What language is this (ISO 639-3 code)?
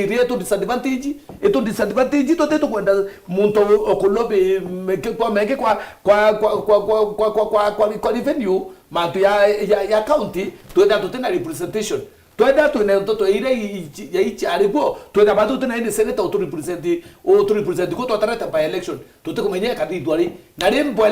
mer